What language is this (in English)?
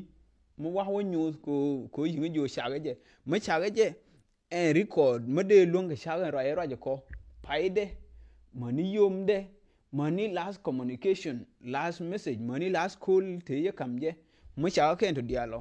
Nuer